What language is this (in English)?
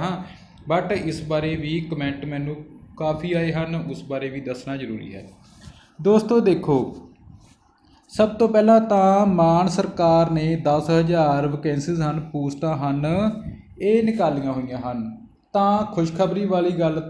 Punjabi